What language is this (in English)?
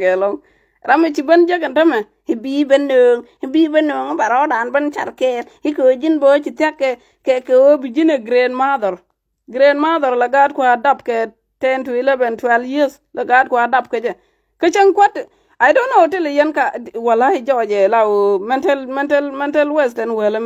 Nuer